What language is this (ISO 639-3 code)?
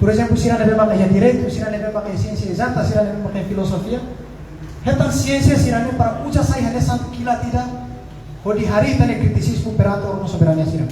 tet